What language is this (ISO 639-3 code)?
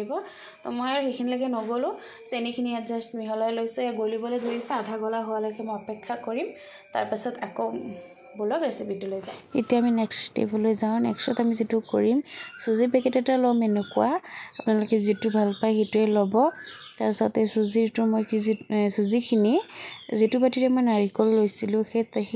asm